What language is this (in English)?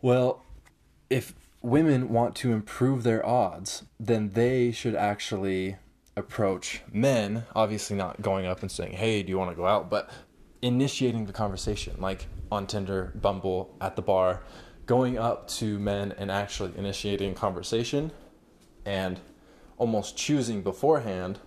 English